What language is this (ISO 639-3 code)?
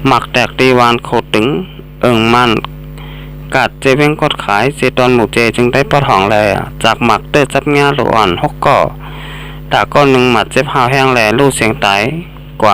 shn